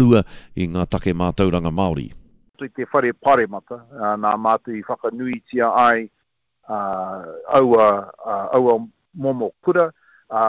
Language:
Māori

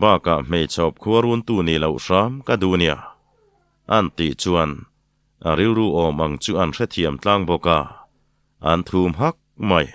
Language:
Mizo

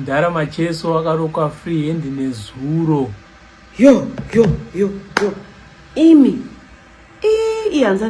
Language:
Shona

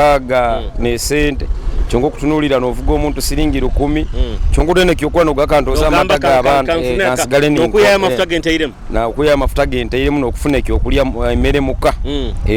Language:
Nyoro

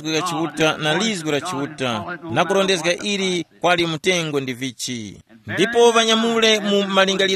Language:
Tumbuka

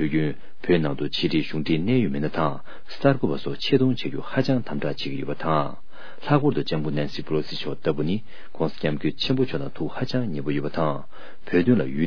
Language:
Tibetan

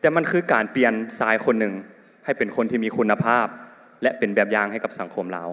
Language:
Lao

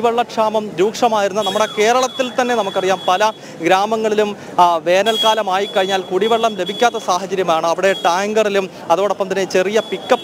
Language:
Malayalam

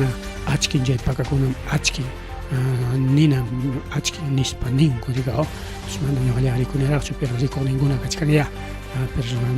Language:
Ayacucho Quechua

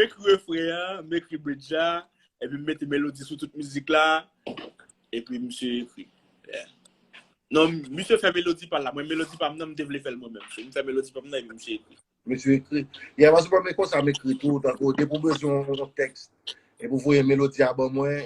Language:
Haitian Creole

